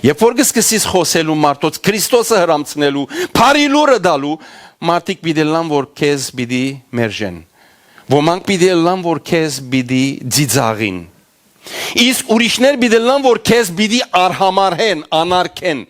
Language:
Western Armenian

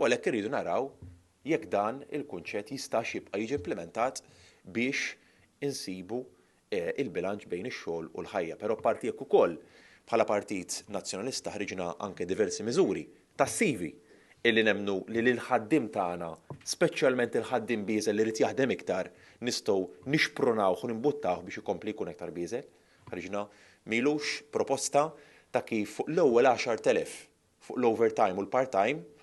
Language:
Maltese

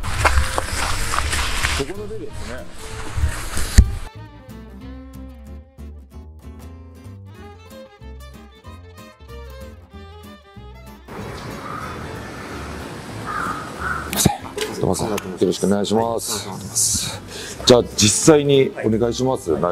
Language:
Japanese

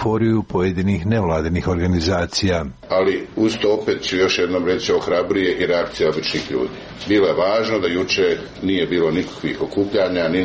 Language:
Croatian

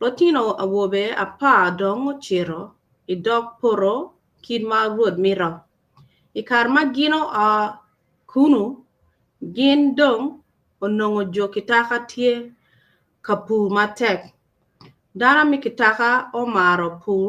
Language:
Acoli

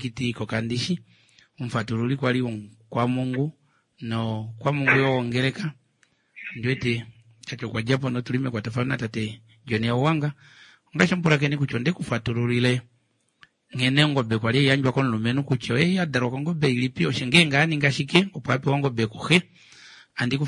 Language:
Kuanyama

